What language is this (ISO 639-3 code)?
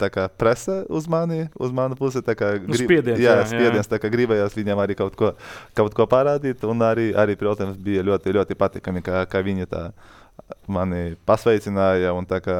lav